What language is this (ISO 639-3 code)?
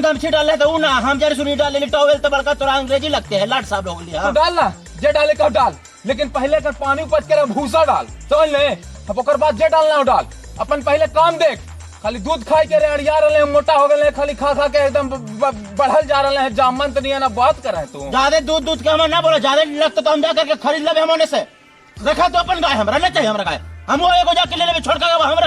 mag